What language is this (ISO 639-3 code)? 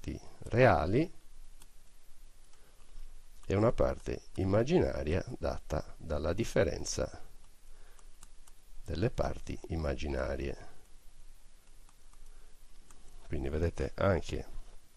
ita